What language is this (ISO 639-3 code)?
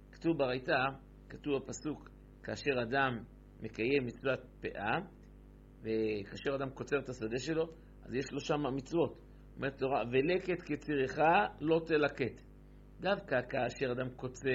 heb